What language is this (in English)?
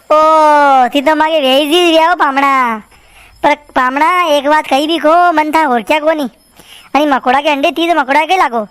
Rajasthani